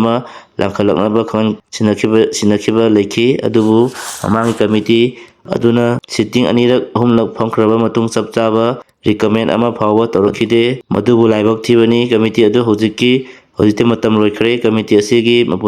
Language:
Manipuri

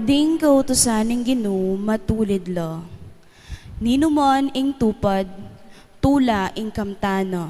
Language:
Pampanga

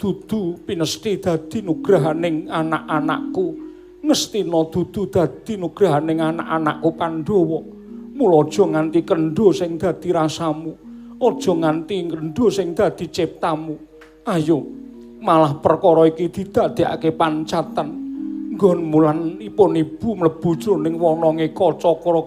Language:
Javanese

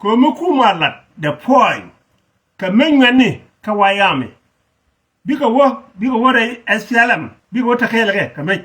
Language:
Nuer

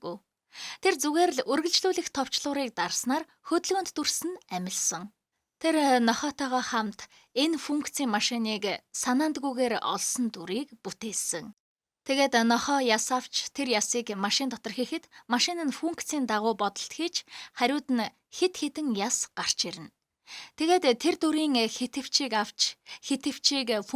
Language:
Mongolian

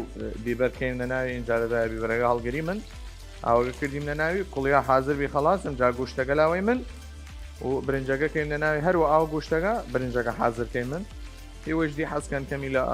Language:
Southern Kurdish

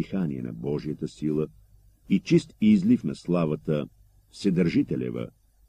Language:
Bulgarian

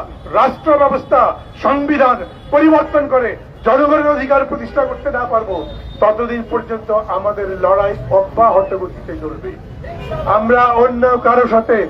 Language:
Bangla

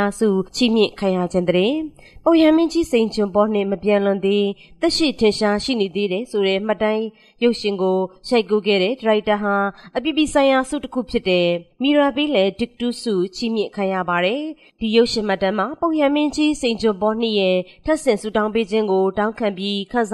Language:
Burmese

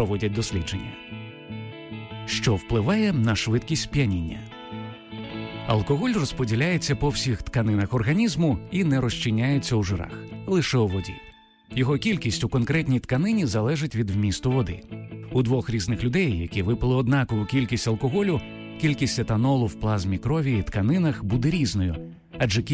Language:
Ukrainian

